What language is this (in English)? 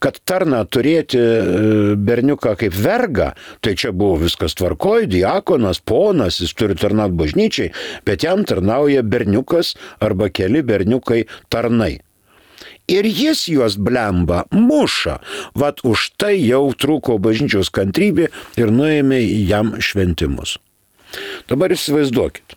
Lithuanian